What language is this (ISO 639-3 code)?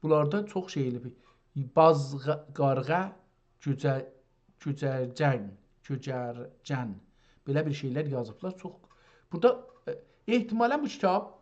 azb